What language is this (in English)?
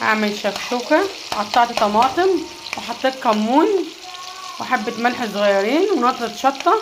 Egyptian Arabic